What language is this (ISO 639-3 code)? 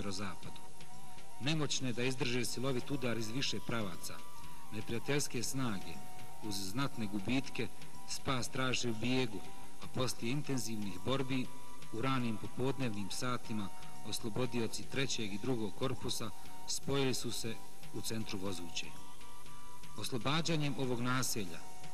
bos